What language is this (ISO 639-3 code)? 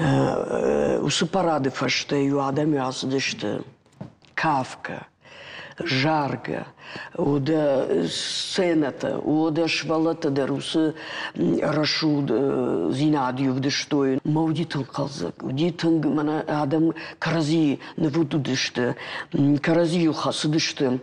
oss